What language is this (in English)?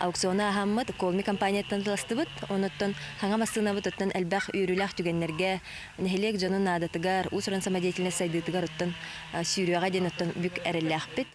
Yakut